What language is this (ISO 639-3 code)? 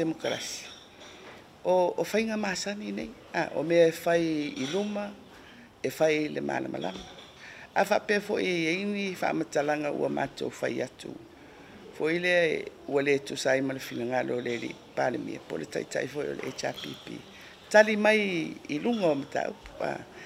smo